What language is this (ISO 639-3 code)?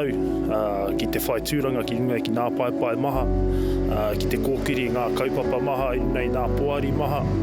mri